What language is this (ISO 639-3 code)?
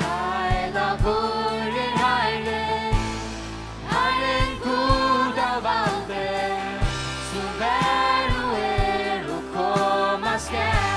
fao